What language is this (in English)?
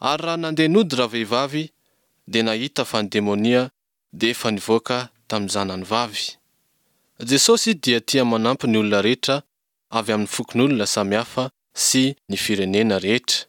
Malagasy